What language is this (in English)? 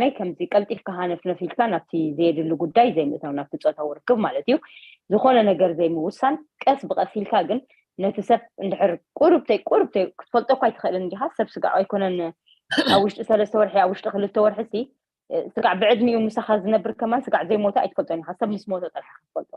Tigrinya